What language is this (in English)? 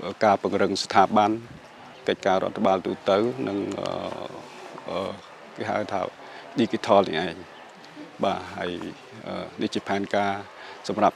Khmer